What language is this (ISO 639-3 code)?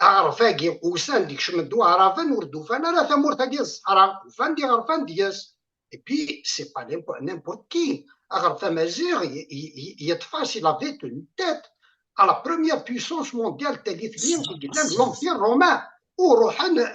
kab